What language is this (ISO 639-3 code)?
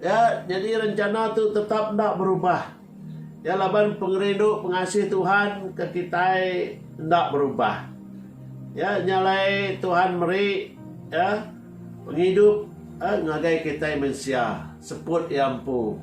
iba